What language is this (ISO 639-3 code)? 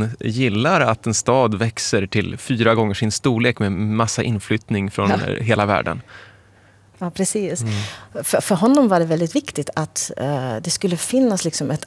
swe